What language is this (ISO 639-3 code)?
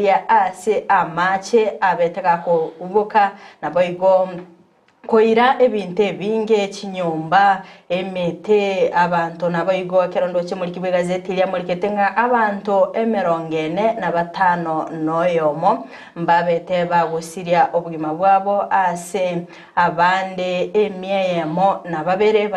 guz